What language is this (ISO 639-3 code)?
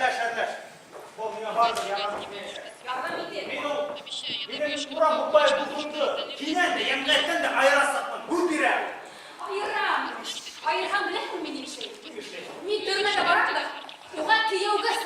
bak